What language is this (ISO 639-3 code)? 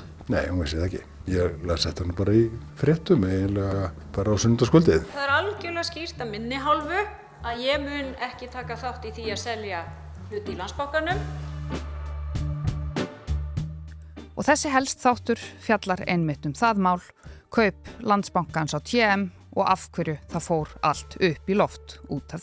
isl